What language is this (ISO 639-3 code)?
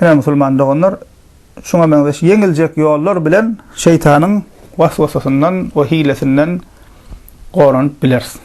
tuk